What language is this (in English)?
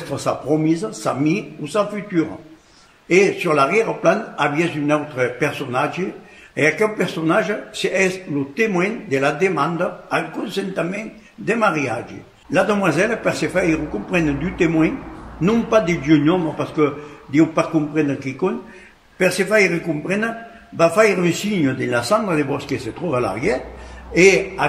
Occitan